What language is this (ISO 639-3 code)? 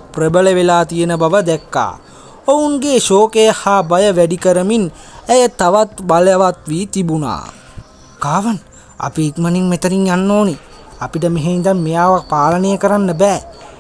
sin